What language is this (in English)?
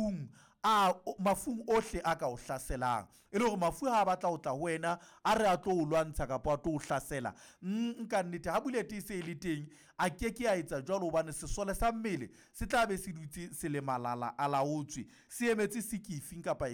Southern Sotho